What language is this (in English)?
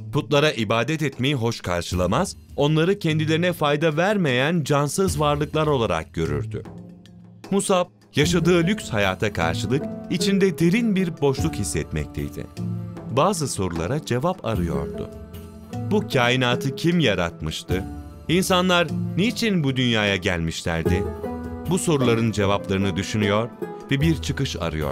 Turkish